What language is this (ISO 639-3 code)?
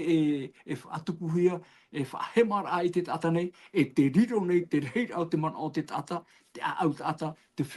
tah